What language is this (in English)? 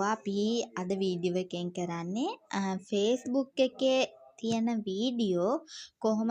Sinhala